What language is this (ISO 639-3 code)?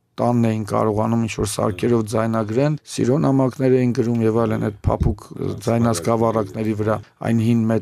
hye